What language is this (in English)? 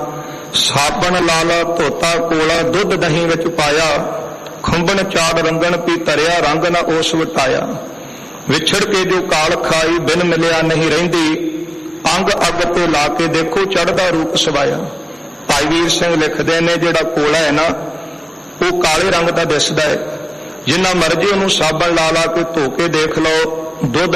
Punjabi